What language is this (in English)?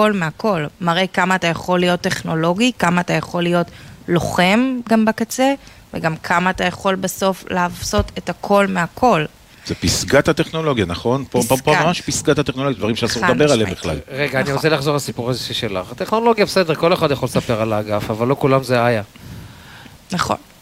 Hebrew